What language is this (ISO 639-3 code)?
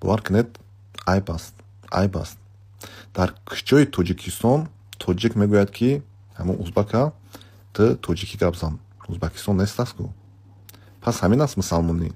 tgk